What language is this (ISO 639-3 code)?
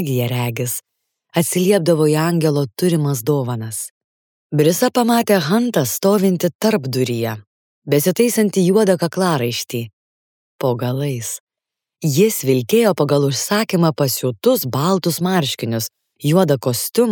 lit